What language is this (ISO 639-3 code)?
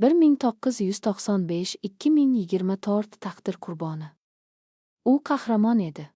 uzb